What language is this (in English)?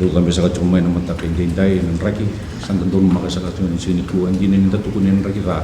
Fijian